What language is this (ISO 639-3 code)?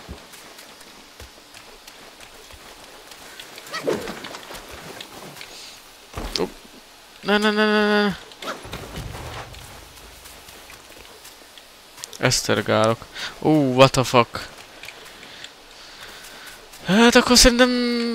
hun